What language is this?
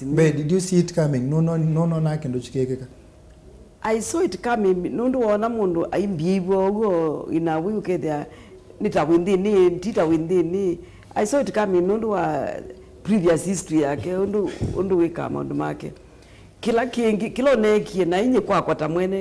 Kamba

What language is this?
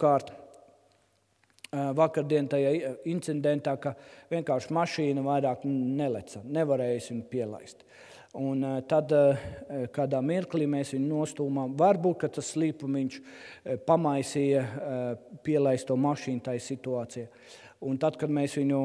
Latvian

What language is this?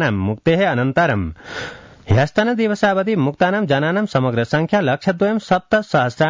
Sanskrit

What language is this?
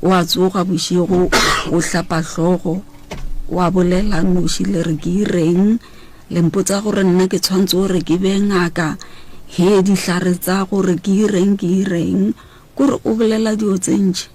Northern Sotho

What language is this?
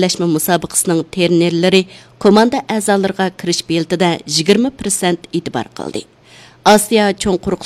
Uyghur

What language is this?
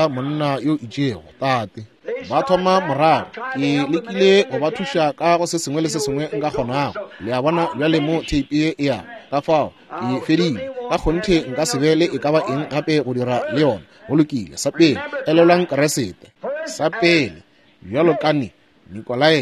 Northern Sotho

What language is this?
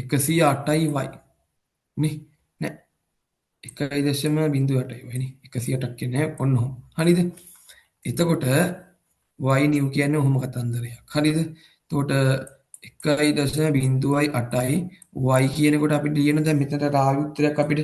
Sinhala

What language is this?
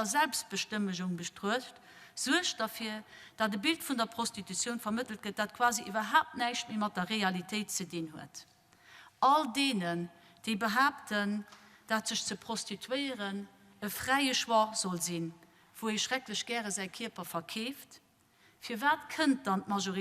Luxembourgish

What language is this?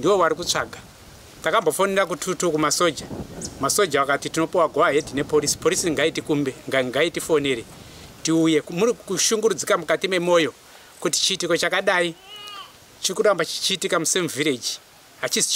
Shona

